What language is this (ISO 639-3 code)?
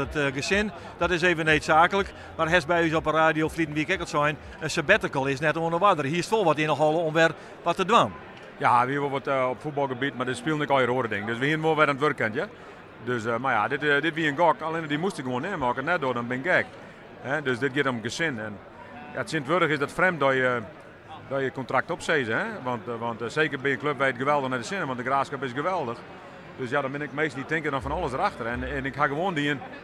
fry